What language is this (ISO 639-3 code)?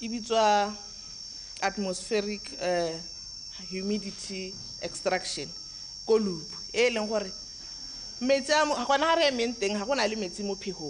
tsn